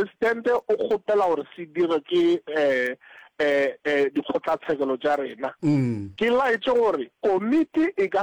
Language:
Northern Sotho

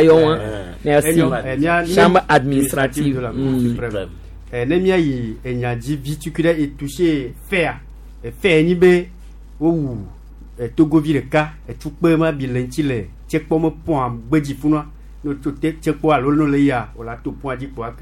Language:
Gen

